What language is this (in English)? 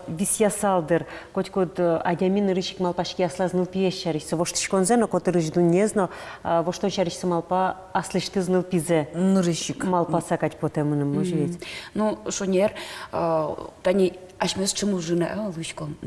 Udmurt